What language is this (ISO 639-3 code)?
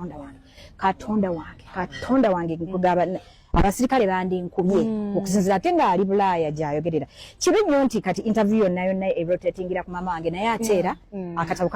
lug